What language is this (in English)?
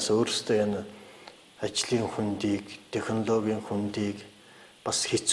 Mongolian